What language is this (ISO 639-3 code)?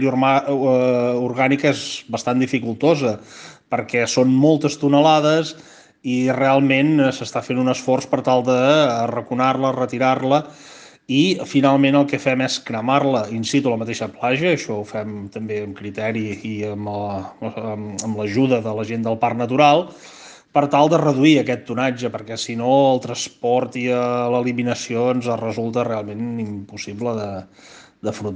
cat